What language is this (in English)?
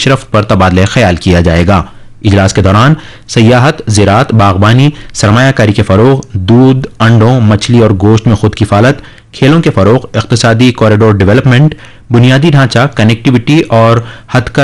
Urdu